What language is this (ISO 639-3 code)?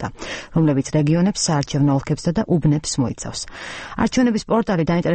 kat